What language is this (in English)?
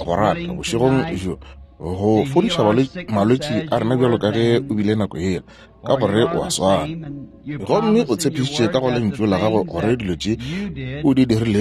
Northern Sotho